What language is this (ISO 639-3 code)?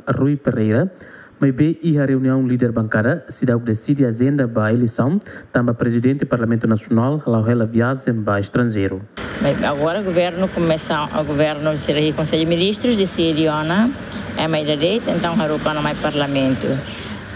tet